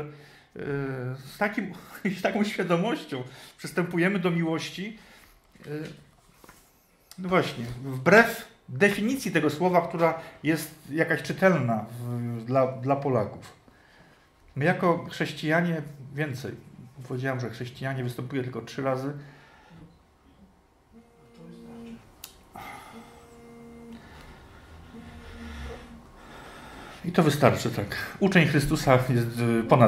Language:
Polish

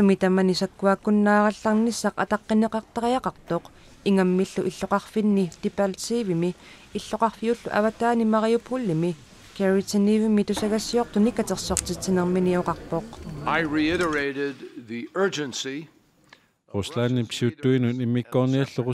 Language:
Kalaallisut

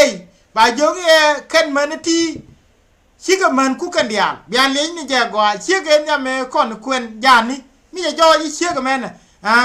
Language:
Nuer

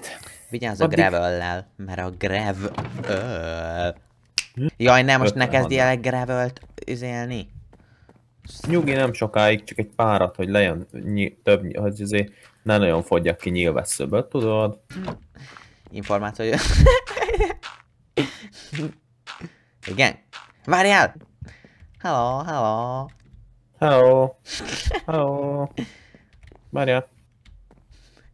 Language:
Hungarian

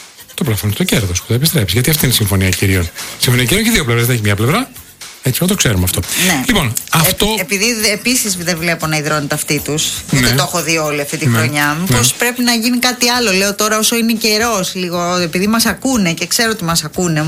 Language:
Greek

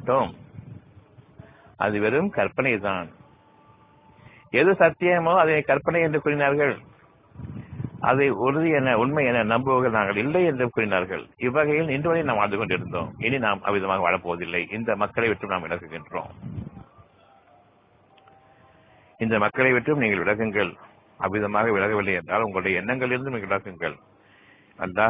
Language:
Tamil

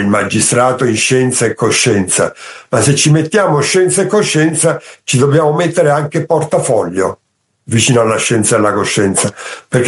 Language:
Italian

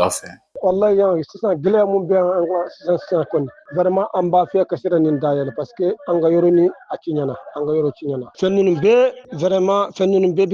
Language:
Bambara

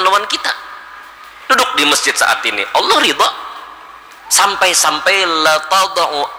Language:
Banjar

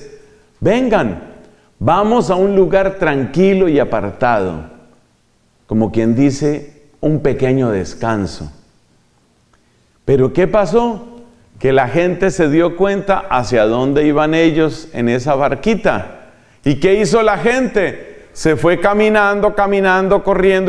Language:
Spanish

